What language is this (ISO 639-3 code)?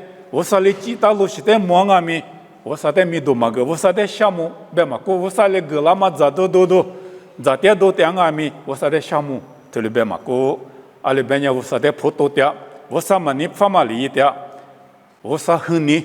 lis